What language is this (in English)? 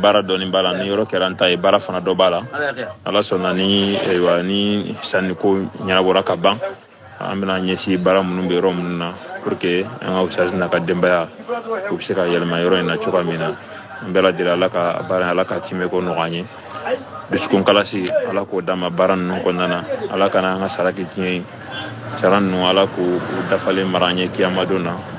Bambara